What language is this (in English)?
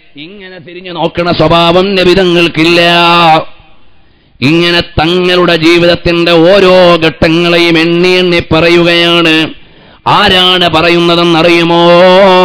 Malayalam